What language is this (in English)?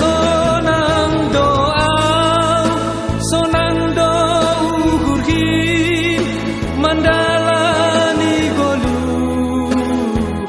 Batak Simalungun